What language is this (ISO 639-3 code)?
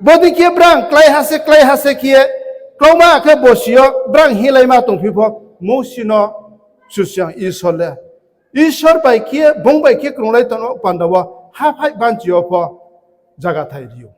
ria